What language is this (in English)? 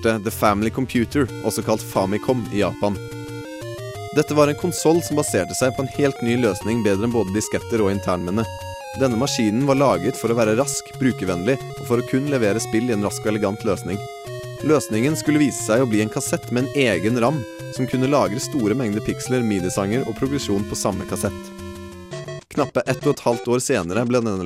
Norwegian